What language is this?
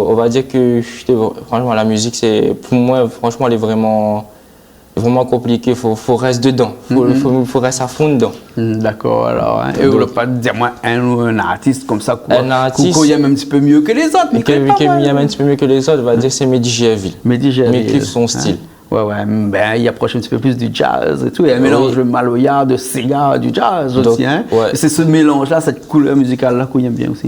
Réunion Creole French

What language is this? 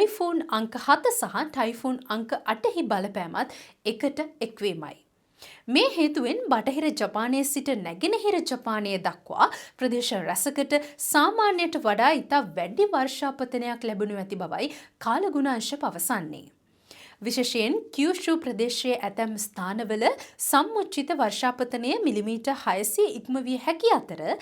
Sinhala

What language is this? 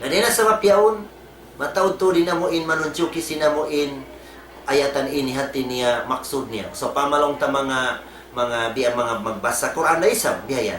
Tausug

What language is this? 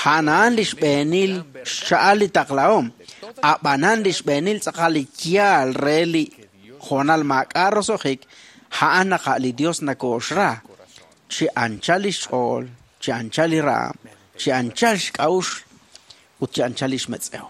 Kekchí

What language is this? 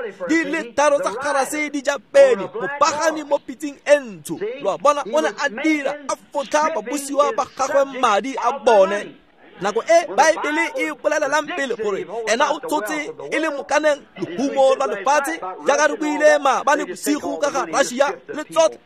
Tswana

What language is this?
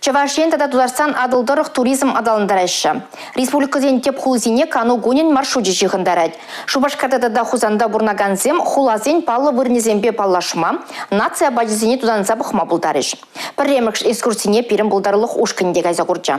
Chuvash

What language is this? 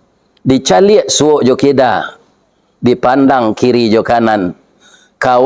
Minangkabau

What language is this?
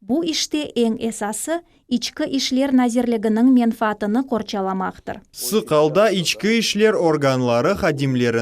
Crimean Tatar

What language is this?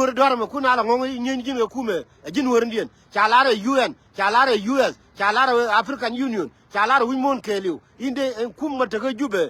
Nuer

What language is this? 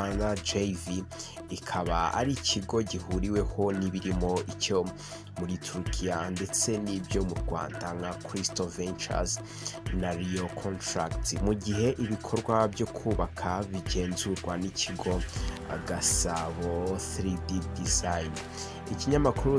Kinyarwanda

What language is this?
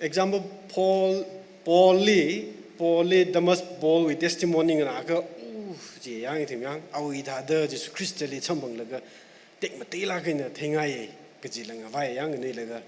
Tangkhul Naga (India)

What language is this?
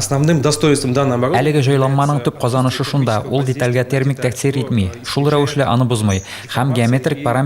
Tatar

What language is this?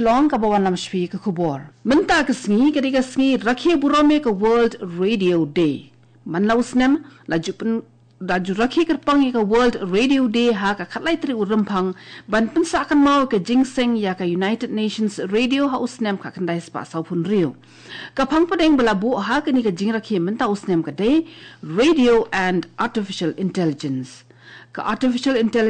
Khasi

